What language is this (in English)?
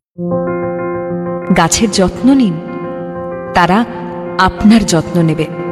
Bangla